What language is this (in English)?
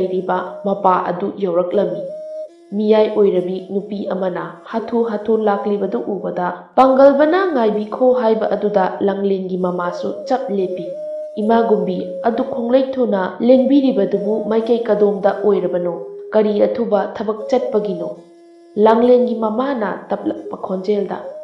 Manipuri